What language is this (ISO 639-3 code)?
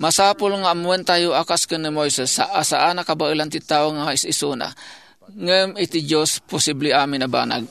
ilo